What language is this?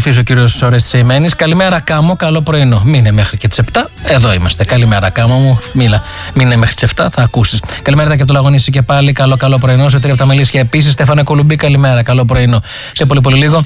Greek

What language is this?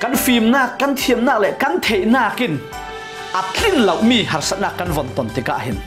Falam Chin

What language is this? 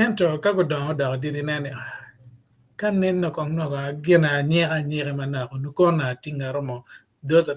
Acoli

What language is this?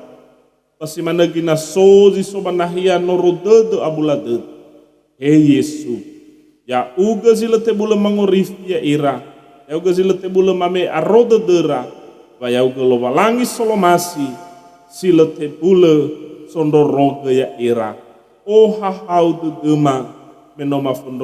Nias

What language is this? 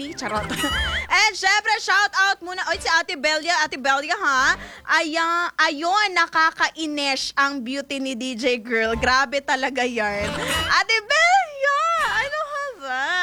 Filipino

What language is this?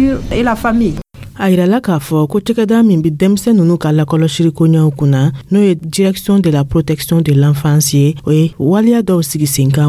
Dyula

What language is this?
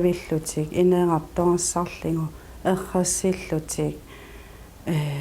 Kalaallisut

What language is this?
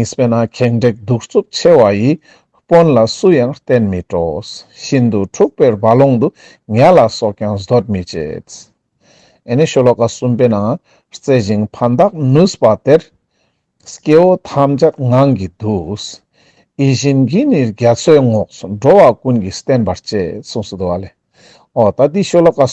Ladakhi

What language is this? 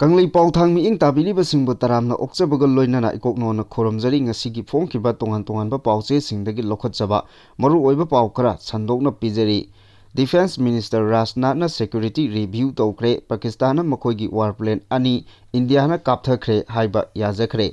Manipuri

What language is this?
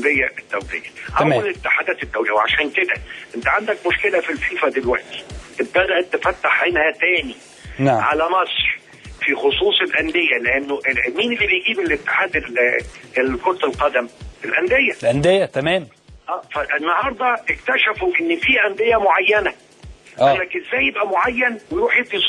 Egyptian Arabic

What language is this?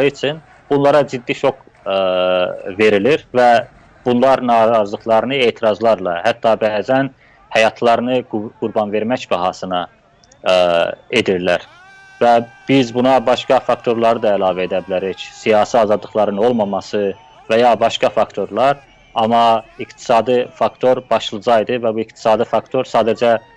South Azerbaijani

